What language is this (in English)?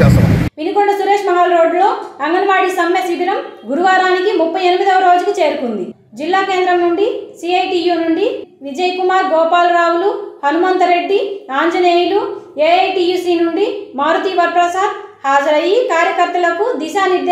Telugu